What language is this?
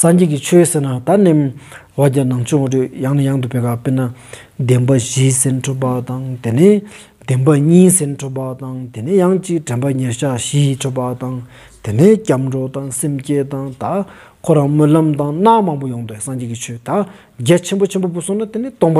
Stod Bhoti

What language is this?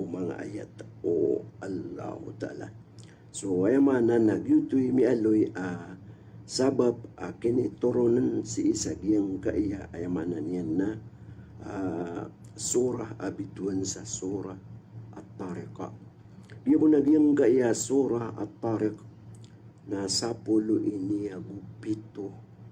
Maranao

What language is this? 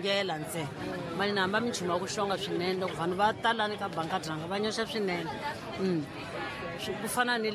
Tsonga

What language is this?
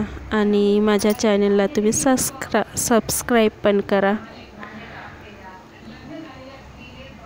Marathi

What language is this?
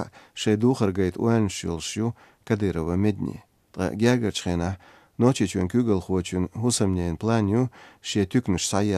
Chechen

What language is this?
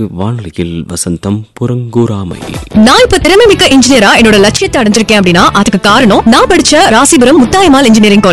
Tamil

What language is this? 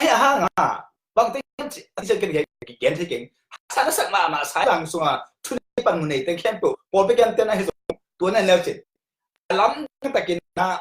Tedim Chin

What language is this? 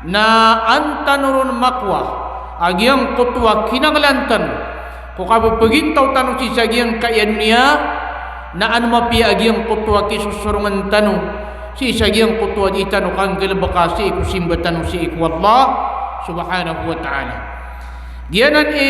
Maranao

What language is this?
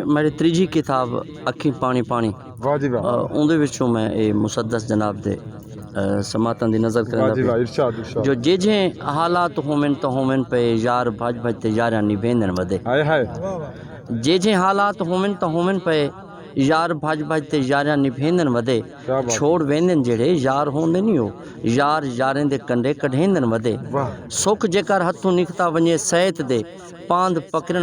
Saraiki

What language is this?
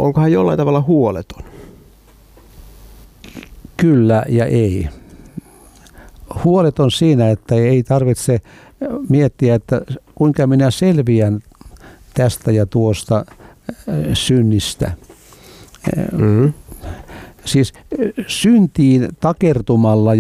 Finnish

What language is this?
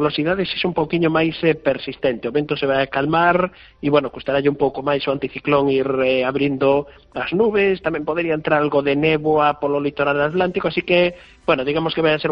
Galician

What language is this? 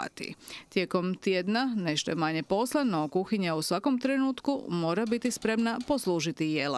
Croatian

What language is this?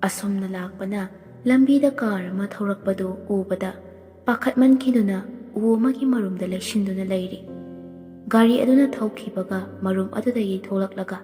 Manipuri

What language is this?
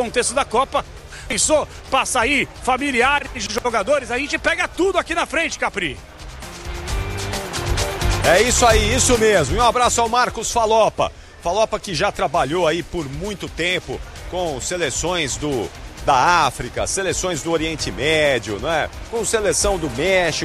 Portuguese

